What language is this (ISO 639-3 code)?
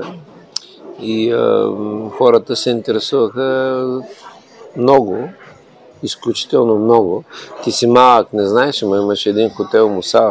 bul